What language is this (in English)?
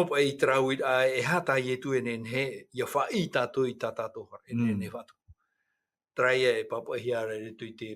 Tahitian